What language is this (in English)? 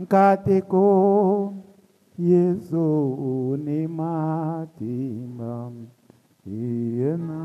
Tsonga